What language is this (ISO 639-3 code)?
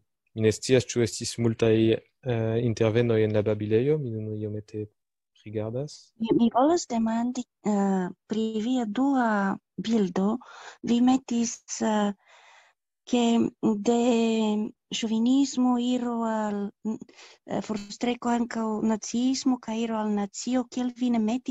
epo